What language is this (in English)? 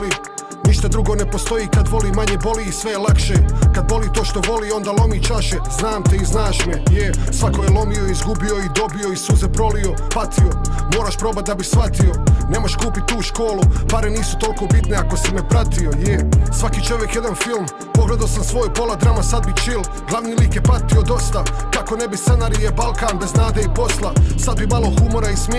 Serbian